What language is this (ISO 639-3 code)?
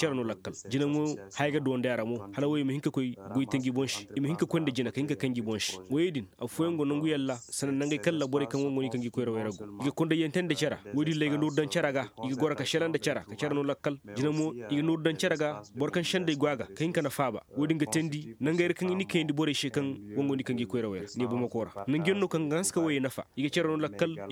ses